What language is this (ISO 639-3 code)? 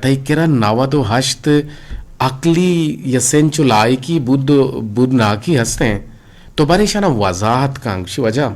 bgp